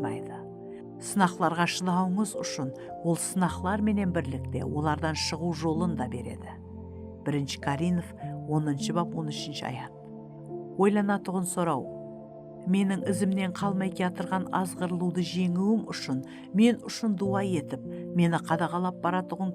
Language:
Kara-Kalpak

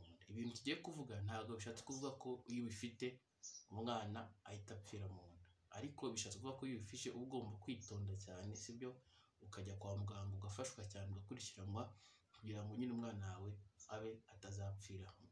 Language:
Kinyarwanda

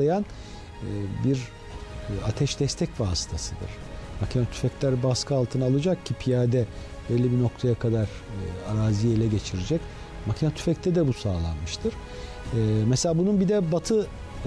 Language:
Turkish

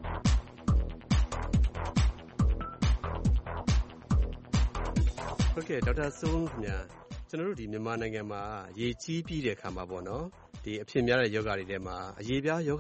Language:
Burmese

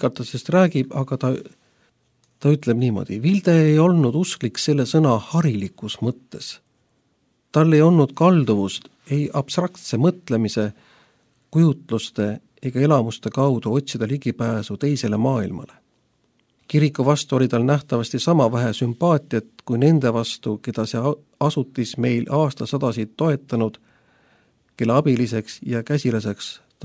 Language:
Estonian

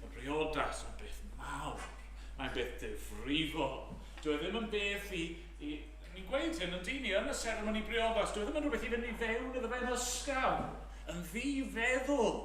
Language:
Welsh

